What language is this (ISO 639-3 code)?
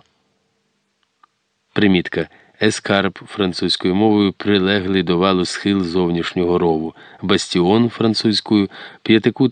ukr